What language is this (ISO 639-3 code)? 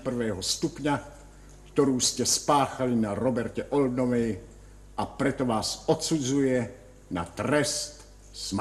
slk